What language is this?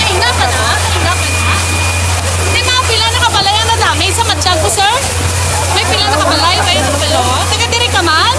Hiligaynon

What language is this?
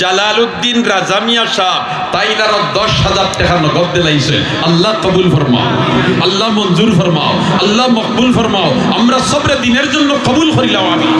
Sylheti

